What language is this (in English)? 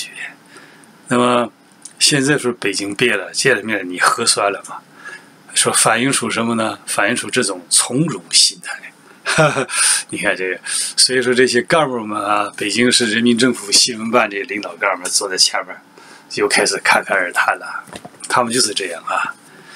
Chinese